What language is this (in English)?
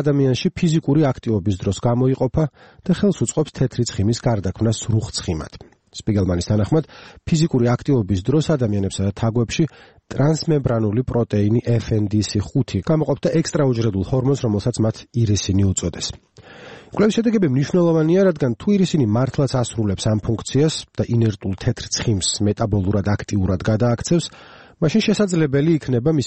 Georgian